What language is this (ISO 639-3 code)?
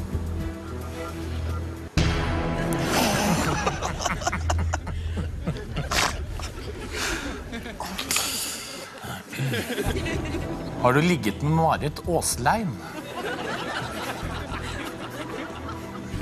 nor